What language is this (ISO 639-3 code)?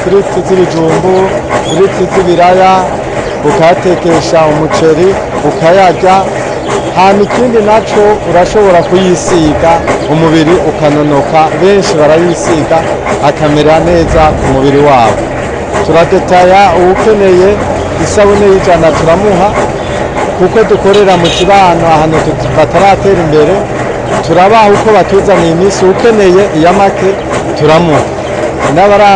run